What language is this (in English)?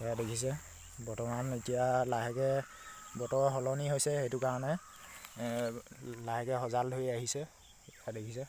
Assamese